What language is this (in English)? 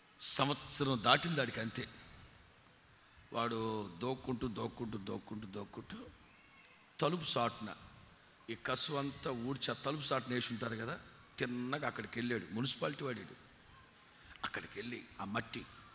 Telugu